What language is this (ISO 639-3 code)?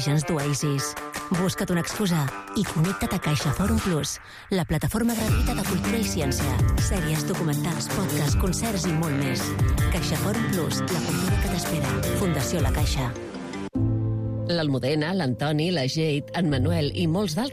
cat